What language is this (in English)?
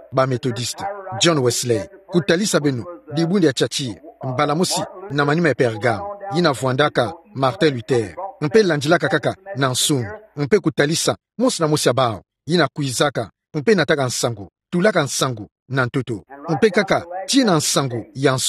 Kituba (Democratic Republic of Congo)